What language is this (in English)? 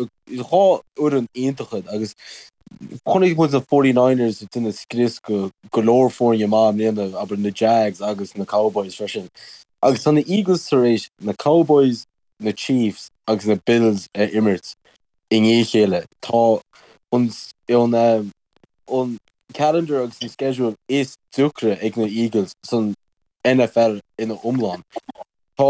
Irish